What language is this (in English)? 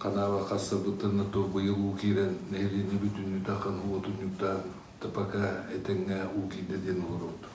Yakut